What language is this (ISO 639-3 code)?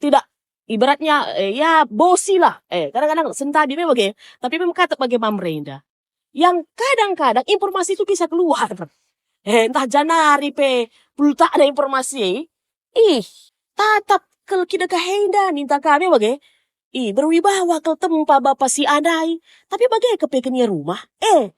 btx